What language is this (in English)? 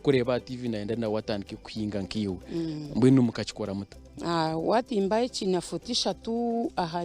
Nyankole